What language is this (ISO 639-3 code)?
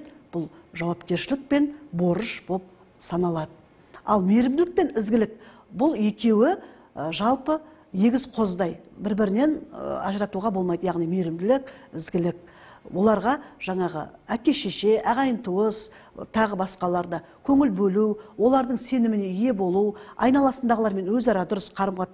kaz